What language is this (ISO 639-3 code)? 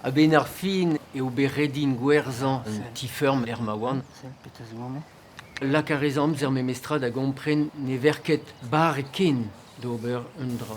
bre